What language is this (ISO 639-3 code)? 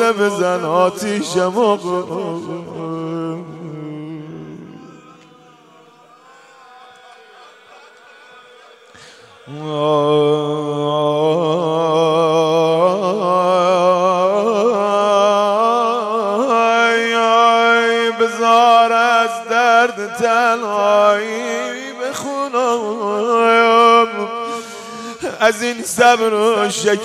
fas